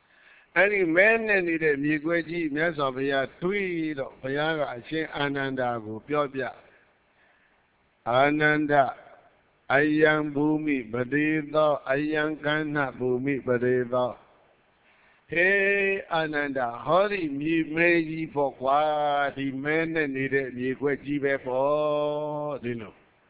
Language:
Burmese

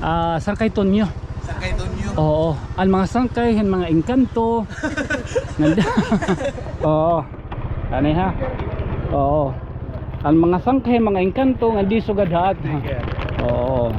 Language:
Waray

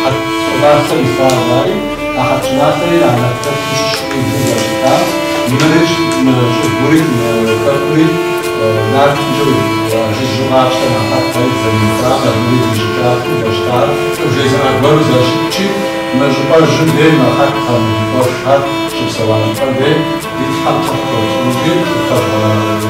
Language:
Kabardian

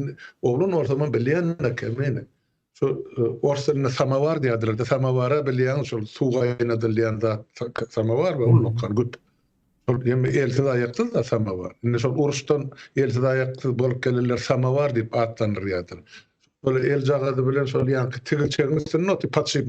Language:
Turkmen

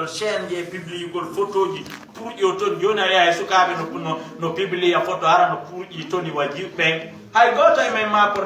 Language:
Fula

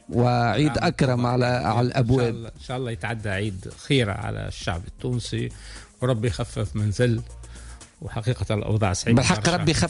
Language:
Tunisian Arabic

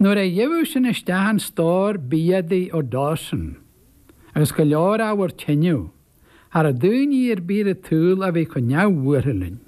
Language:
Irish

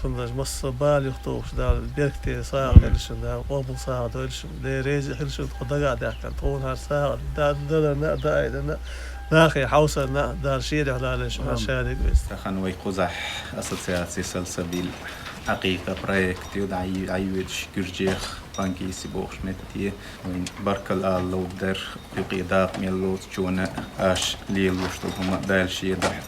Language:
Chechen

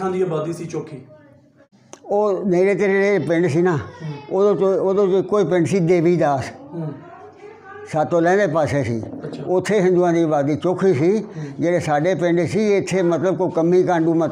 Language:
Punjabi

